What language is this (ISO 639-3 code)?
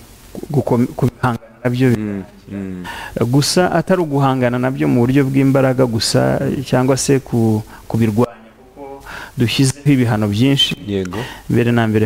kin